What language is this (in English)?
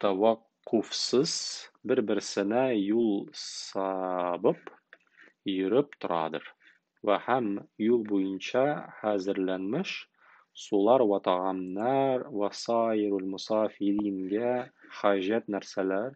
Tatar